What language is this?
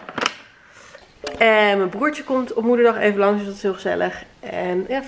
Dutch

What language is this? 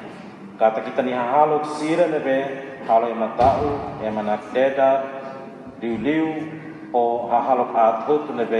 Tetum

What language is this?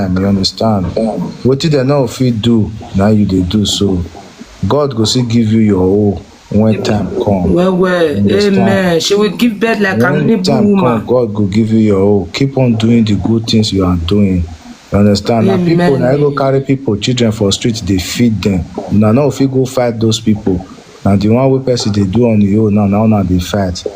Nigerian Pidgin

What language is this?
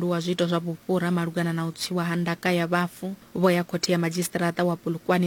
Venda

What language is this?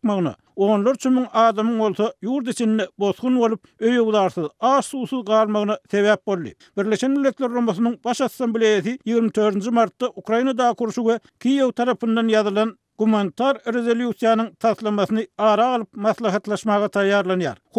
Turkmen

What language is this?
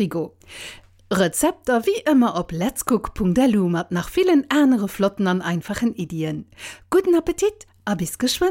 Luxembourgish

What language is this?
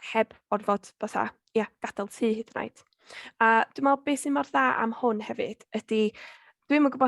Welsh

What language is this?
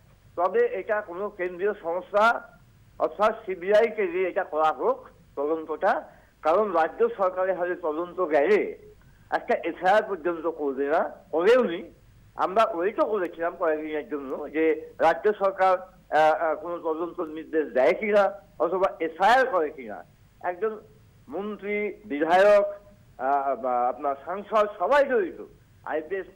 Bangla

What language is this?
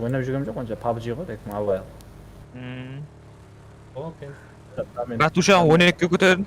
Kara-Kalpak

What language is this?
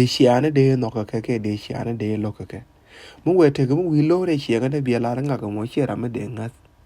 Nuer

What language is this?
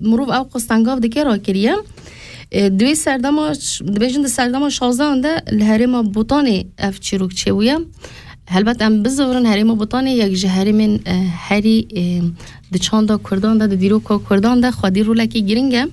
Kurdish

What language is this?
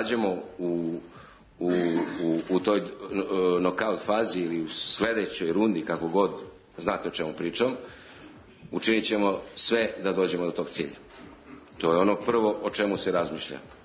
Serbian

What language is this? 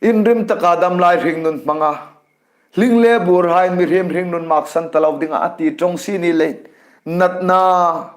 Hmar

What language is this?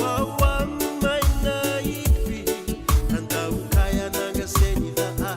Fijian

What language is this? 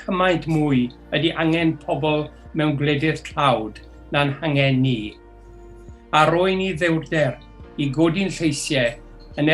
Welsh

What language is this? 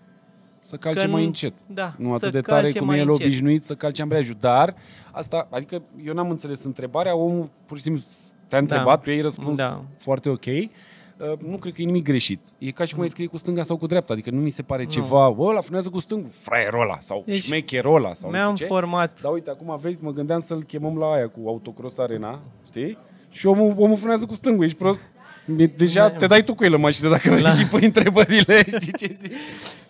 Romanian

